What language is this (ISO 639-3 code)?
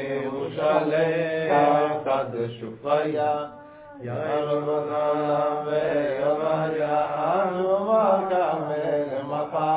heb